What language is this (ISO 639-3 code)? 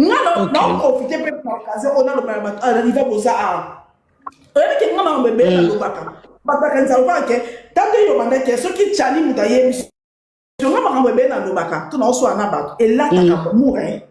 lin